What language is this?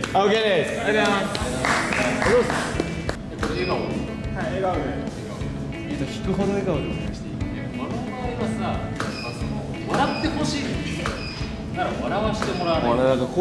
Japanese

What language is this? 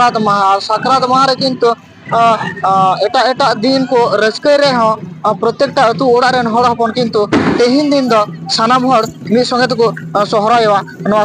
Santali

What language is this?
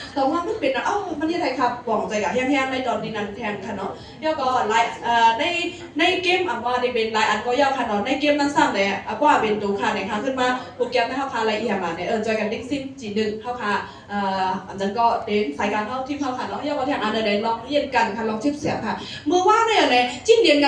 Shan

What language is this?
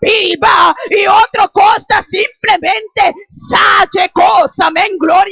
Papiamento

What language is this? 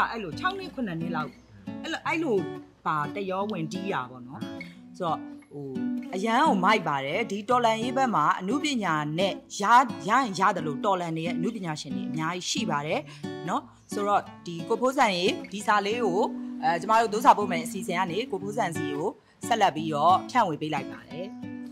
Burmese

